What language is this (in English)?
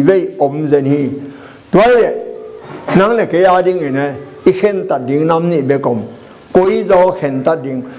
Tedim Chin